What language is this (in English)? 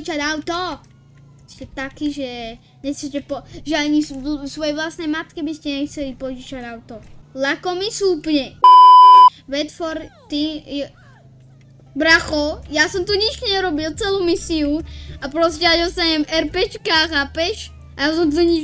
Slovak